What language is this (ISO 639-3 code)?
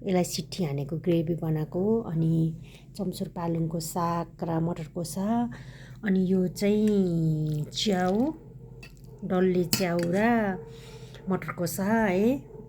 nep